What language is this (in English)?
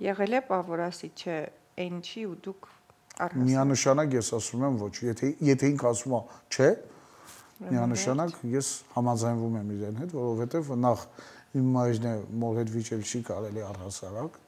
Armenian